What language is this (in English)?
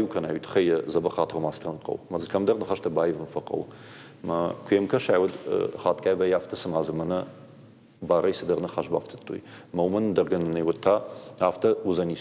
Ossetic